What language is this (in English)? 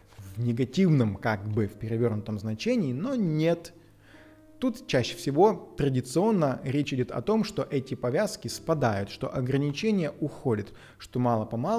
Russian